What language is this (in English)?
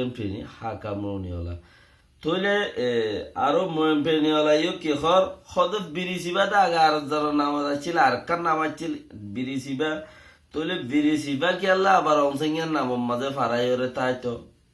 Rohingya